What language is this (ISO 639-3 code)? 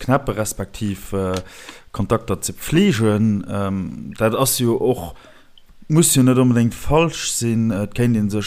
ltz